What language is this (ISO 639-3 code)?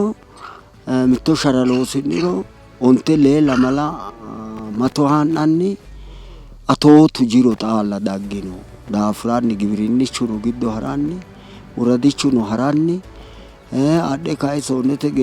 sid